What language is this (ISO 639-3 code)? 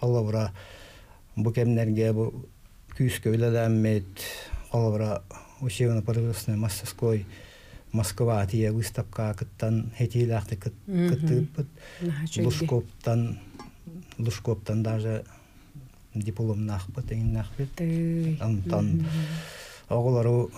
sah